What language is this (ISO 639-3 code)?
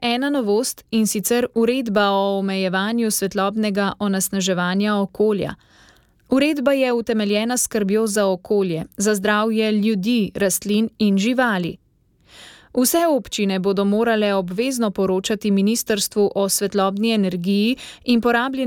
slv